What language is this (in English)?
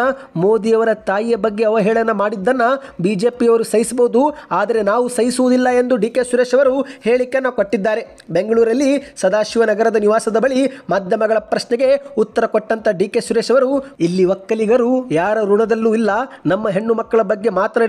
Kannada